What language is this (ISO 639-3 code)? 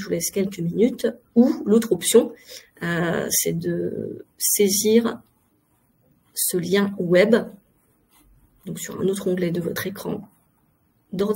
fra